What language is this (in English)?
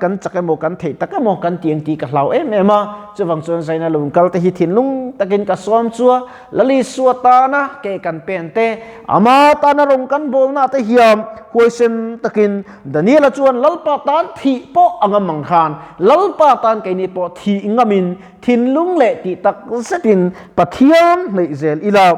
Mizo